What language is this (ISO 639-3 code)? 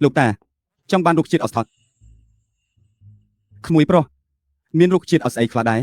khm